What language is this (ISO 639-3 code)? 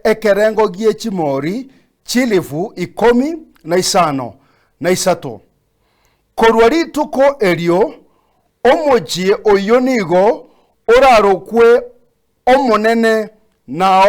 guz